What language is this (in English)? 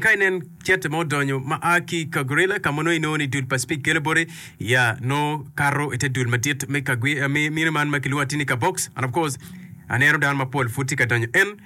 Acoli